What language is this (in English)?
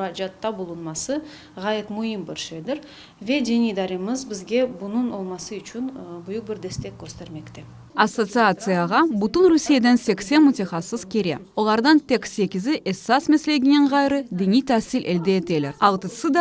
Crimean Tatar